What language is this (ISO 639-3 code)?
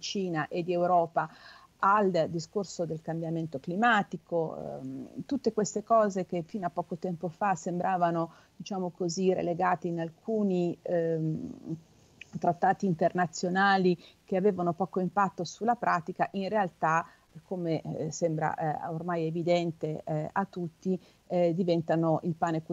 ita